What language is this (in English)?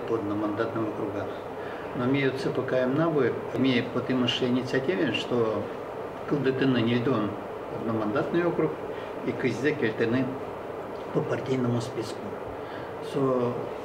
Udmurt